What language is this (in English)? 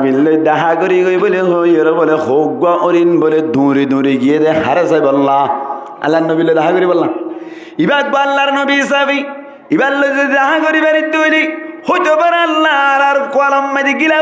Rohingya